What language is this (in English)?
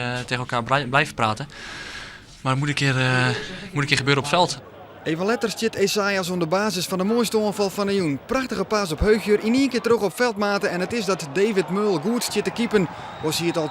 Western Frisian